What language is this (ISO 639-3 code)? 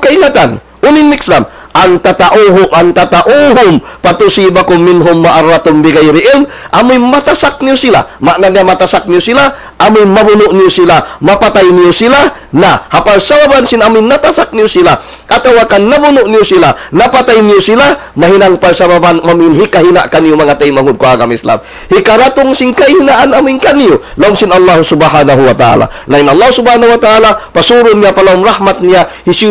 tsg